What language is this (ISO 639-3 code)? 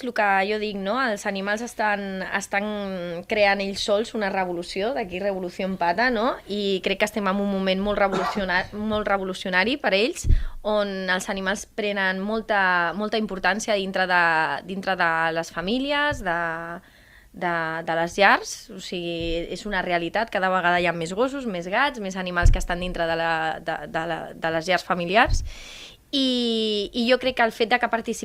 cat